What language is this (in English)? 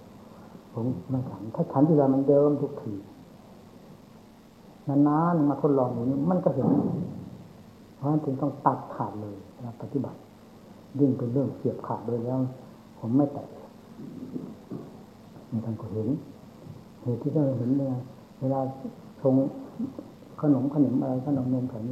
Thai